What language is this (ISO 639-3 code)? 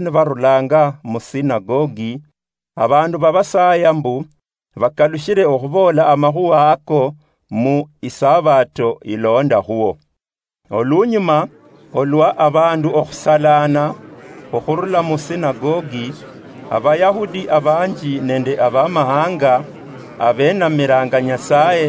luy